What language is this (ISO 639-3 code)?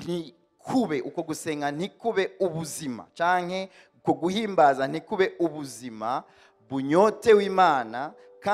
run